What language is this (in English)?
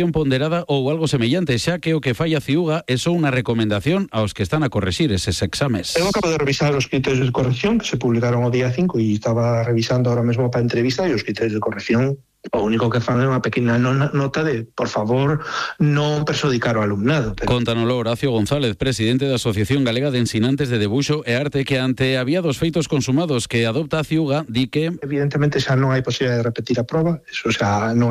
Galician